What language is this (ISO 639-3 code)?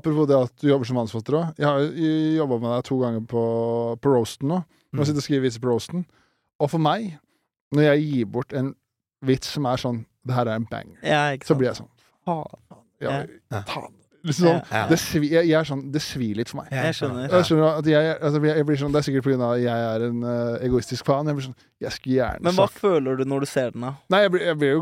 nor